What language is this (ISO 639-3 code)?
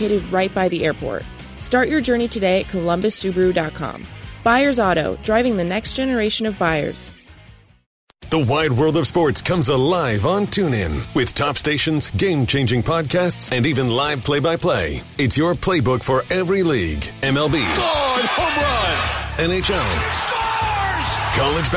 eng